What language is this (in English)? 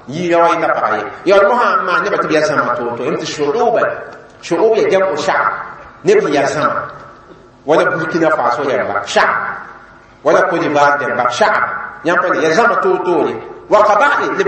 Mossi